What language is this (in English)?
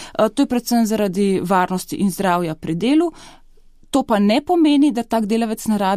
Slovenian